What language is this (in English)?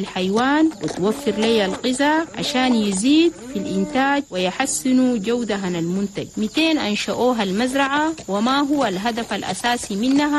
Chadian Arabic